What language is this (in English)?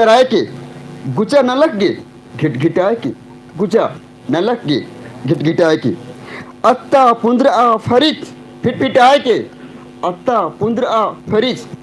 Kurukh